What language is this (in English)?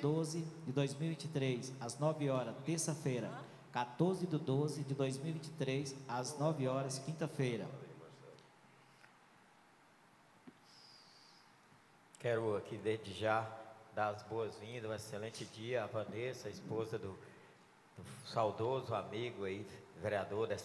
Portuguese